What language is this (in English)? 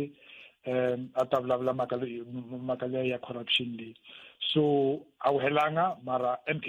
Tsonga